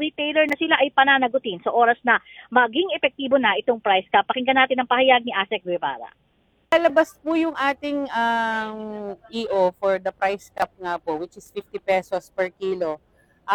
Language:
Filipino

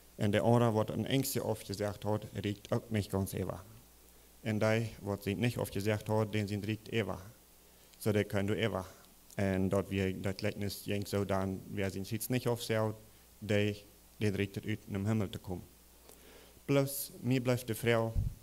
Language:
Plautdietsch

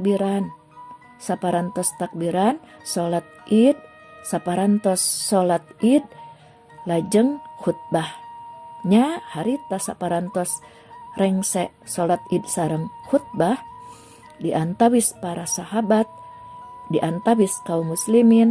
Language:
Sundanese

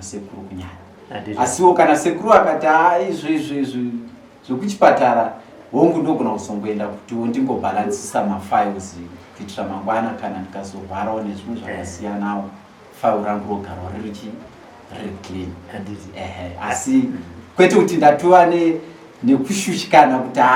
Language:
Shona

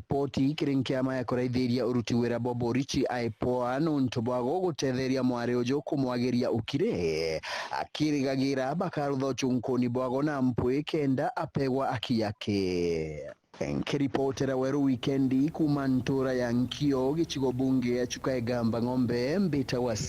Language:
Meru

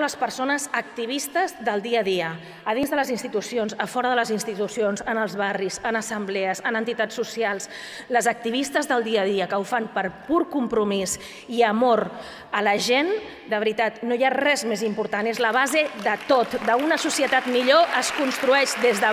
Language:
Catalan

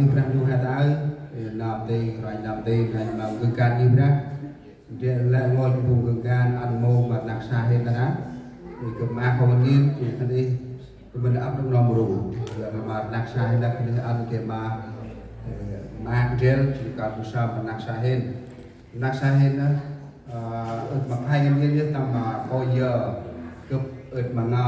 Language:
Central Mnong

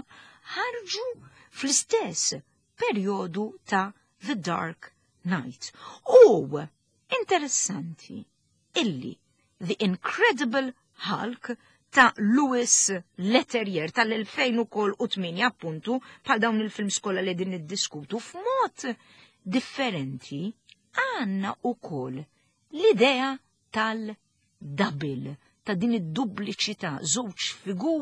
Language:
Maltese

